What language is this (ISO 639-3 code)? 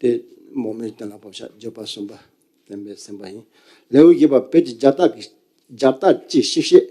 bod